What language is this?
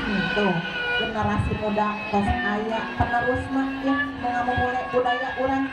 Sundanese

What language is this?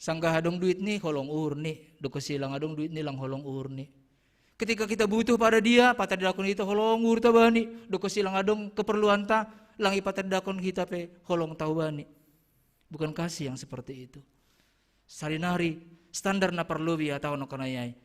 Batak Simalungun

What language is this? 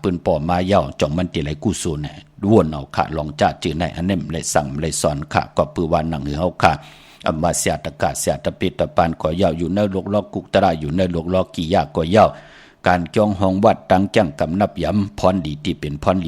Shan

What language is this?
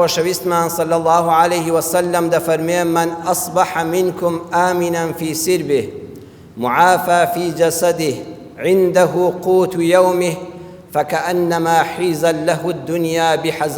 Central Kurdish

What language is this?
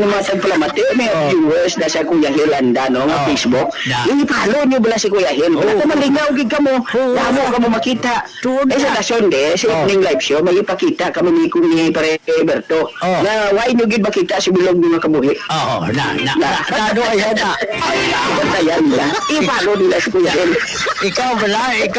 Hiligaynon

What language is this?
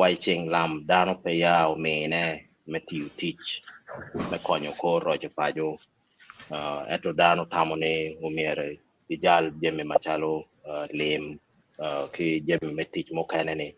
Acoli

